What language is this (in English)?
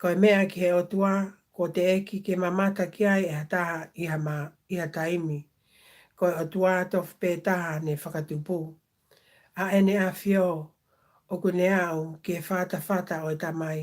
Tongan